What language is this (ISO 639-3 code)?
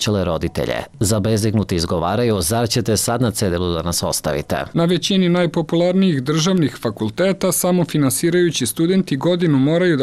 srp